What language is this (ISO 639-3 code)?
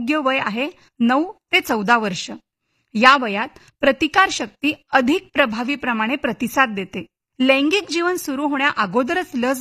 mar